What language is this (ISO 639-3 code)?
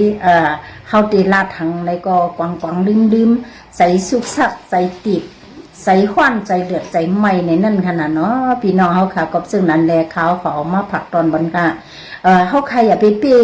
shn